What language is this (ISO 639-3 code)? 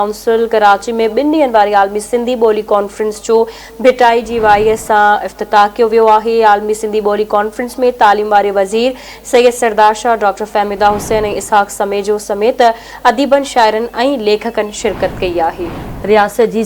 snd